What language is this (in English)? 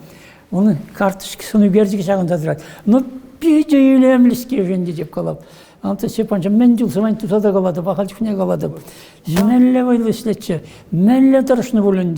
Chuvash